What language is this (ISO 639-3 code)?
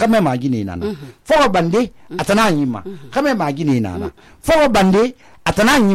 sus